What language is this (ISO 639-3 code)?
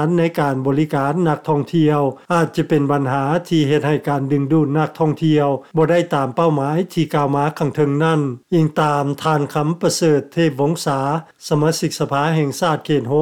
lao